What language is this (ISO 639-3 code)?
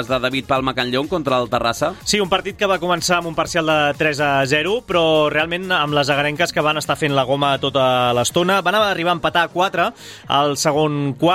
cat